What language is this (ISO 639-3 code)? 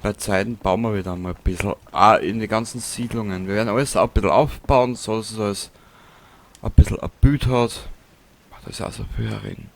bar